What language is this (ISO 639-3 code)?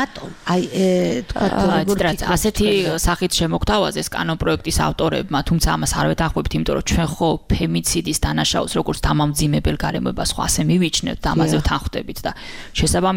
kat